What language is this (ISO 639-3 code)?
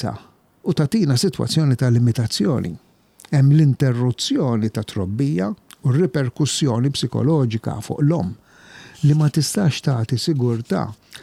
mlt